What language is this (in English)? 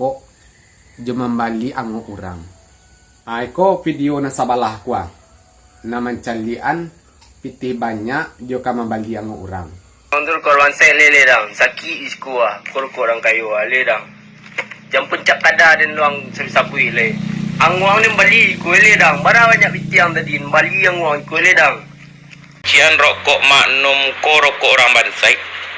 Minangkabau